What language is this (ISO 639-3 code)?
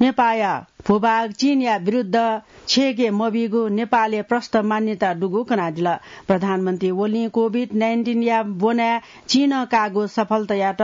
new